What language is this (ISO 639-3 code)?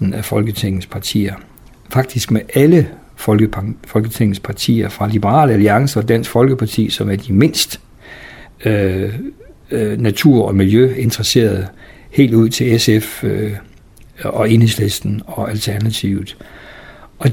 dan